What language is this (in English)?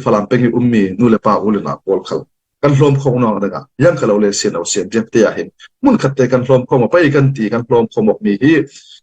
Falam Chin